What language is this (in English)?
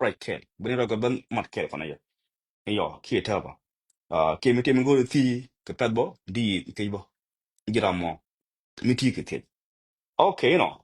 Nuer